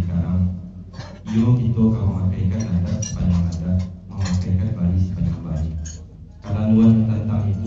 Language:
Minangkabau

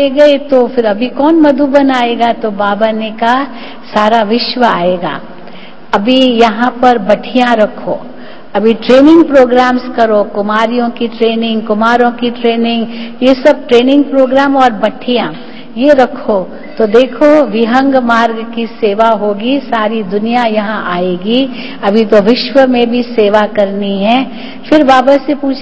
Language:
Hindi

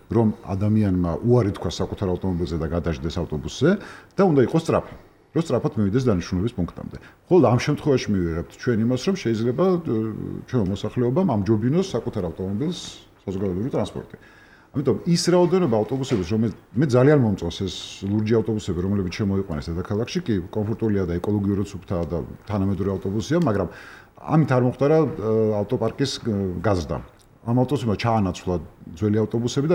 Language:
Georgian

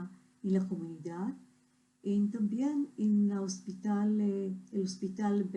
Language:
Ladino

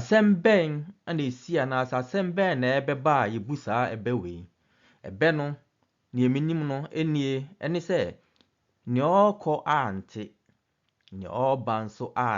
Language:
Akan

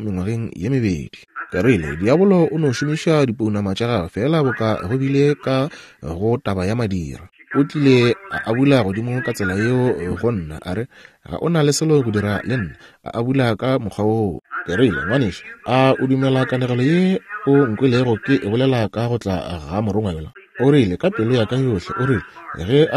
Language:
Northern Sotho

